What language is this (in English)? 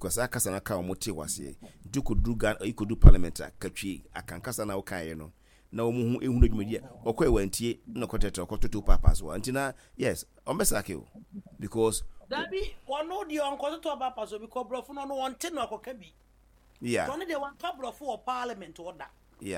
Akan